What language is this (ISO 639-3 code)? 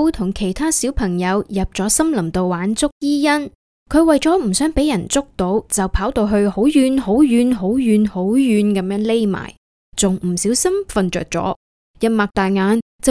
yue